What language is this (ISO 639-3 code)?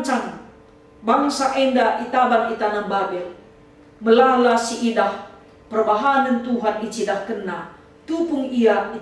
btx